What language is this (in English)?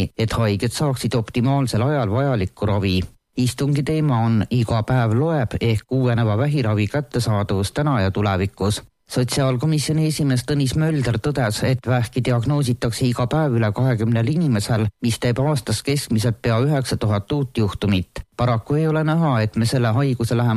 Estonian